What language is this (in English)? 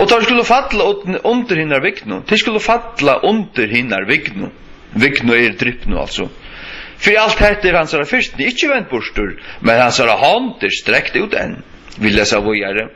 Faroese